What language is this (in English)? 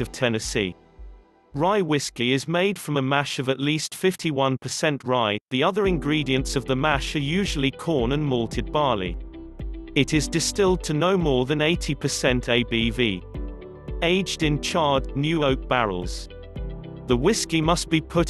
English